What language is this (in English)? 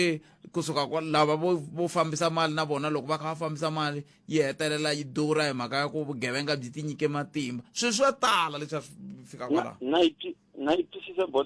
Tsonga